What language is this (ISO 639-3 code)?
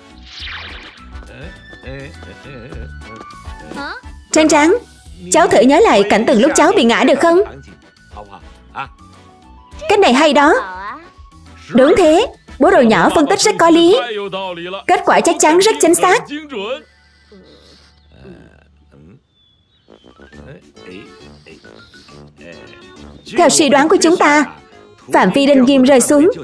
vie